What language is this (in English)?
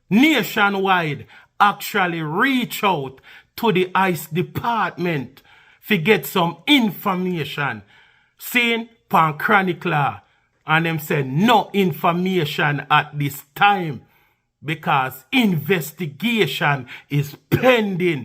Jamaican Creole English